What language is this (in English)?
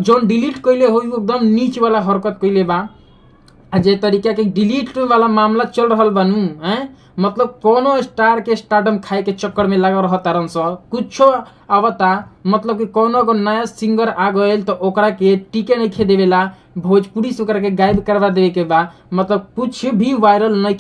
Bhojpuri